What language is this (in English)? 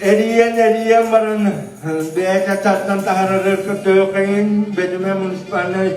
Yakut